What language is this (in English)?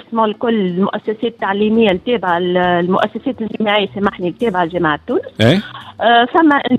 Tunisian Arabic